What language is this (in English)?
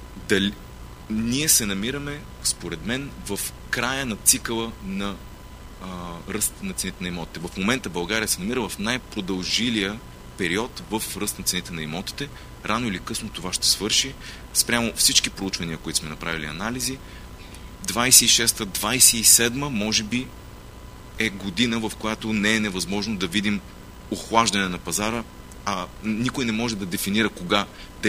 Bulgarian